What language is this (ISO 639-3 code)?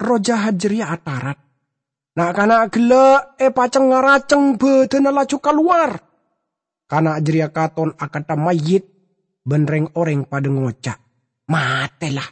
mad